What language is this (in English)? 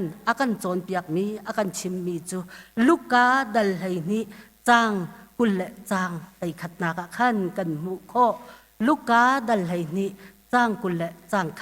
Hakha Chin